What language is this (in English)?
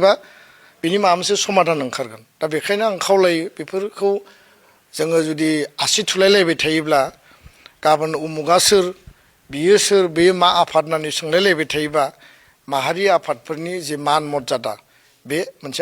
Bodo